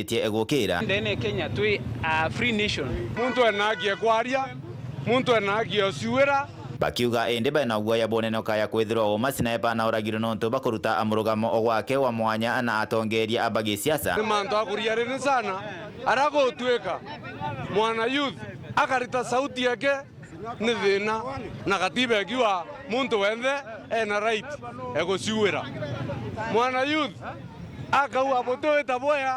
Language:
Meru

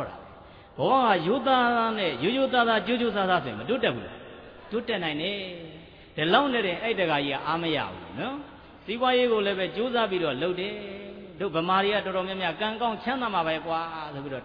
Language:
Burmese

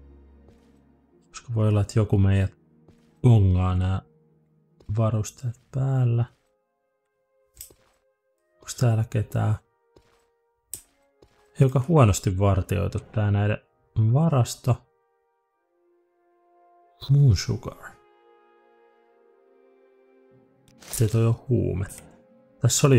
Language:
Finnish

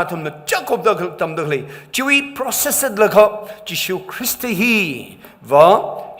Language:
Tangkhul Naga (India)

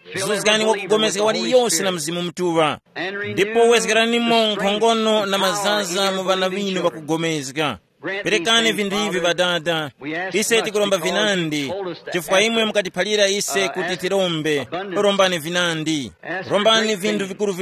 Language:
Tumbuka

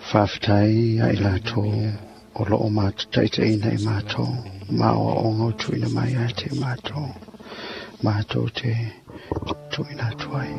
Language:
Samoan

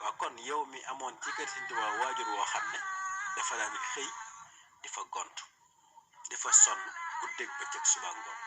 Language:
Wolof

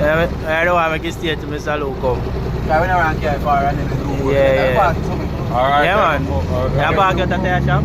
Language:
Jamaican Creole English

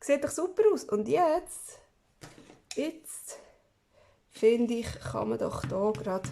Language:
Swiss German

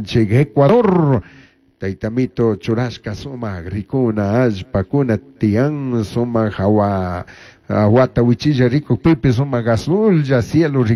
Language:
Chimborazo Highland Quichua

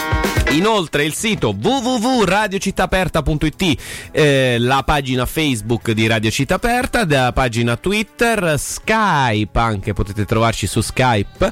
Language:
Italian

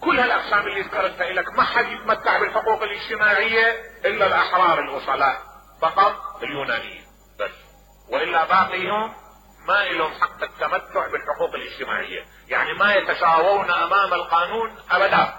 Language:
Mesopotamian Arabic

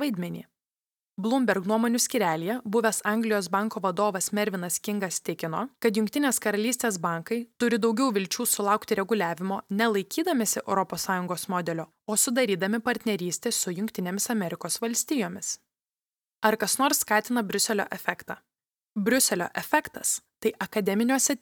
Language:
Lithuanian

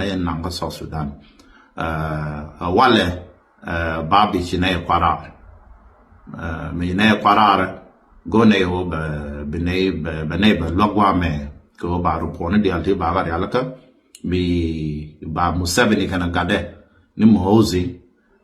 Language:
Nuer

